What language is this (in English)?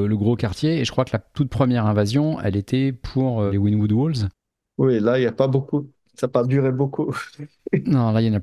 French